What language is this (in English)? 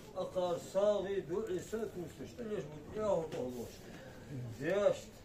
Ingush